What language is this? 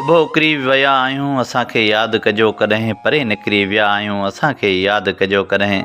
Sindhi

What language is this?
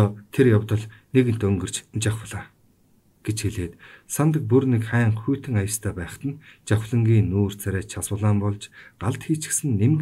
Mongolian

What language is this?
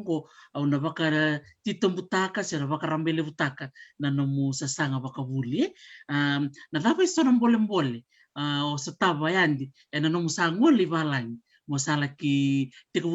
Fijian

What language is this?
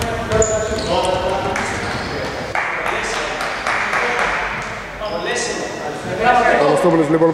Greek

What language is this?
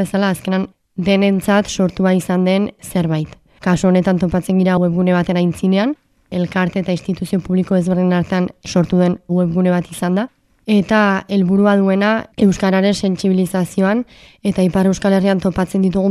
Basque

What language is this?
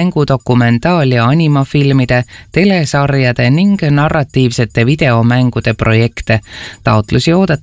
Estonian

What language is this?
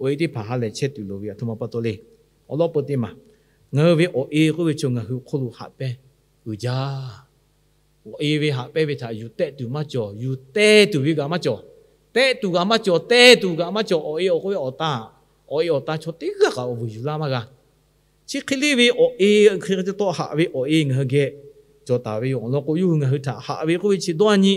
Lahu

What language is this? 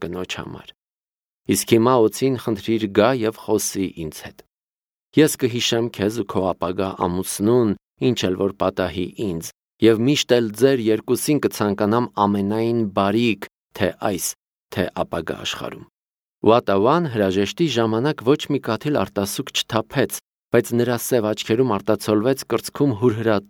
Armenian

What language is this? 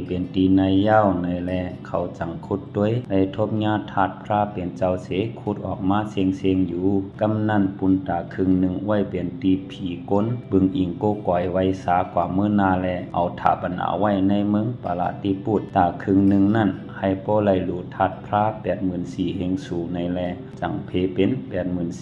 Shan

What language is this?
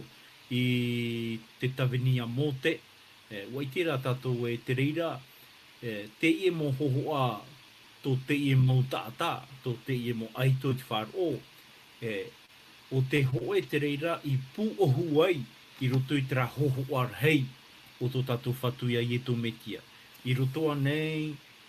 Tahitian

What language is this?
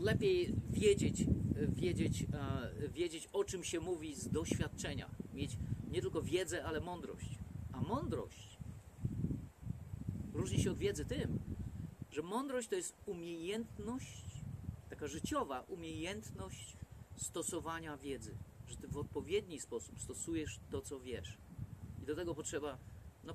Polish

